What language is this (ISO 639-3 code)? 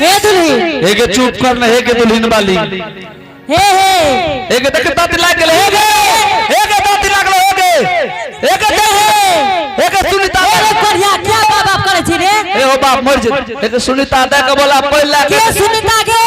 anp